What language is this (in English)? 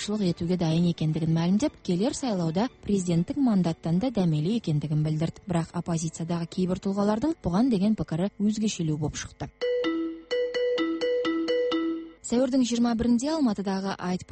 Kazakh